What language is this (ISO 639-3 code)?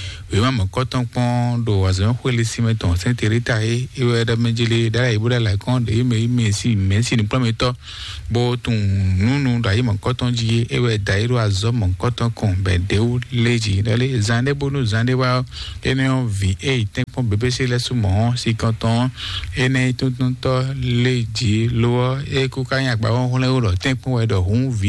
fon